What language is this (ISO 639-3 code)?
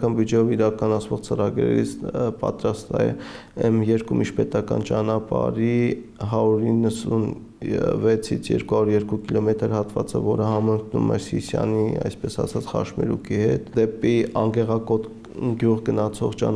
hye